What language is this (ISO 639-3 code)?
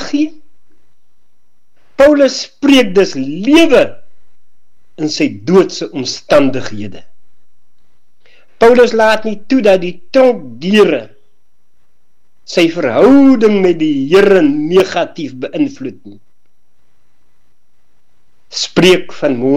afr